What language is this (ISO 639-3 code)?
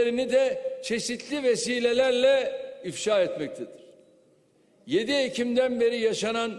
tur